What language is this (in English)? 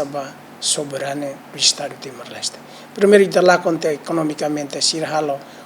Tetum